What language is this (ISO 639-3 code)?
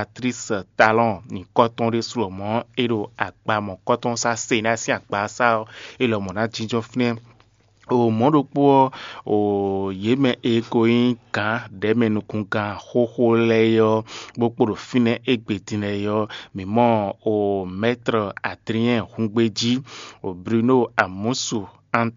fon